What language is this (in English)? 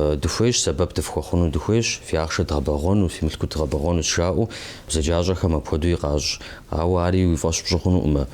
Kabardian